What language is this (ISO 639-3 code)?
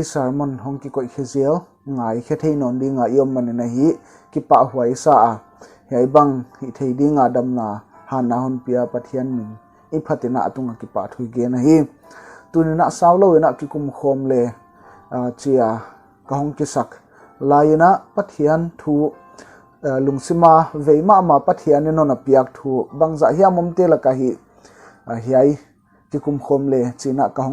pck